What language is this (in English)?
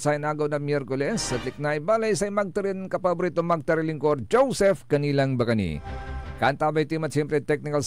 Pangasinan